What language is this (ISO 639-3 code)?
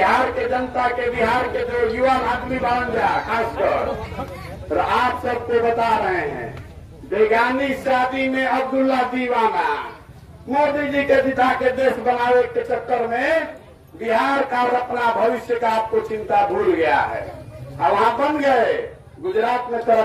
bho